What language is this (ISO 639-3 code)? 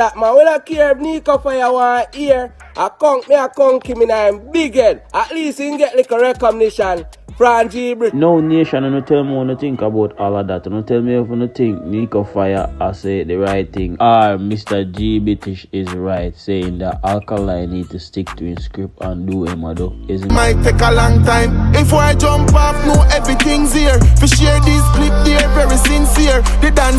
jam